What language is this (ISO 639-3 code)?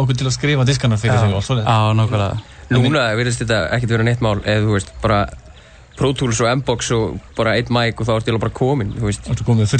isl